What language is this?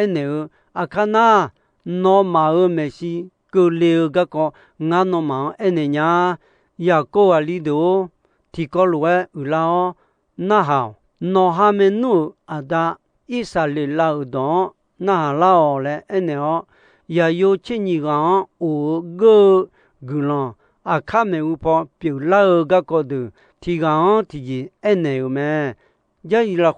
Akha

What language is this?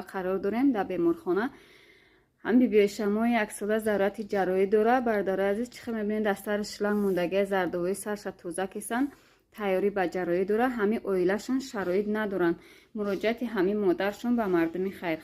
Tajik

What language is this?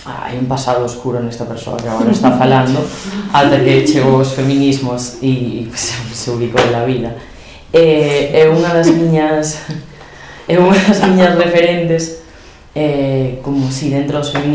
Galician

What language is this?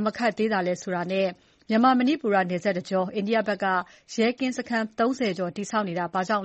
Burmese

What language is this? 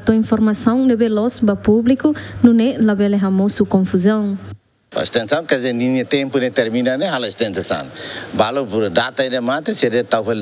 Tetum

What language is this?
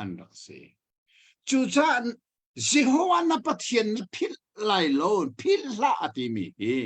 Hakha Chin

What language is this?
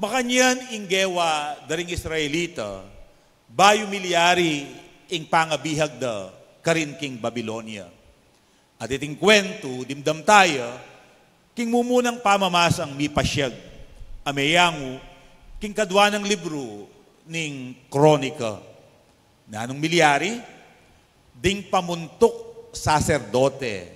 Pampanga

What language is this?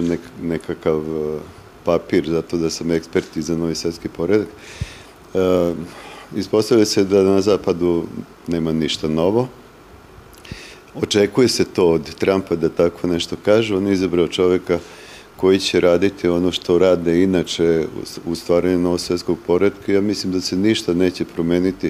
Serbian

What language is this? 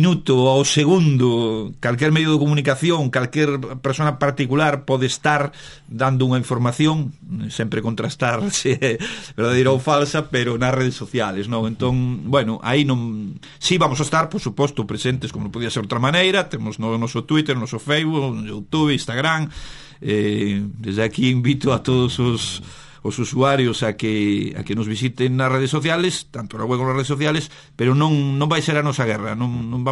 Galician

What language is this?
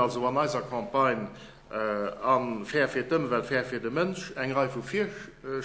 Luxembourgish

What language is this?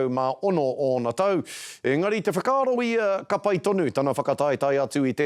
Māori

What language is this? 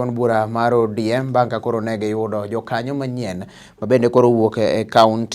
Luo (Kenya and Tanzania)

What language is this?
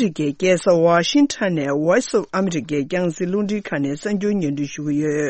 Tibetan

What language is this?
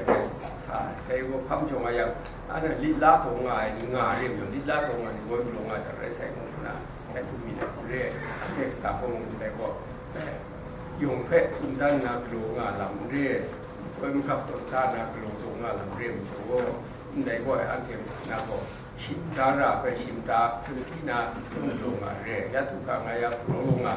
Kachin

